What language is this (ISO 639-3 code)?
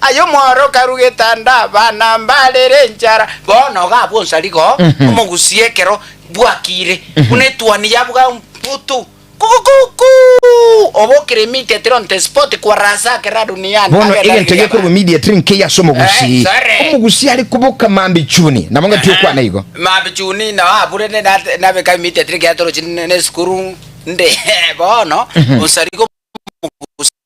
guz